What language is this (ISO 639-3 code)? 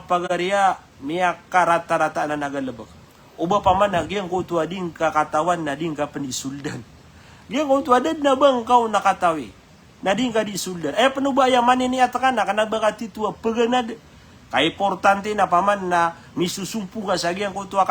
mrw